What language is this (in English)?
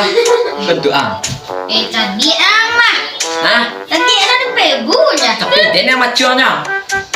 Minangkabau